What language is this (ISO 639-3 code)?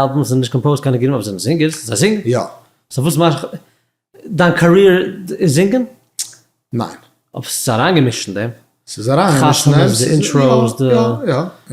yid